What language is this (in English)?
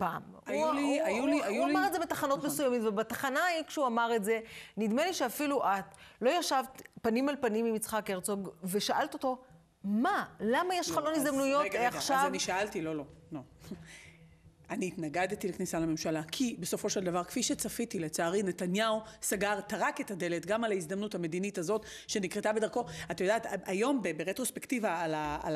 Hebrew